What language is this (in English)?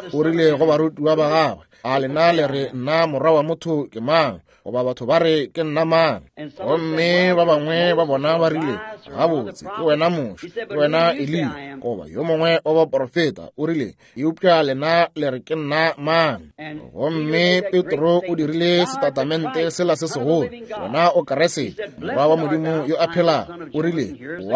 Northern Sotho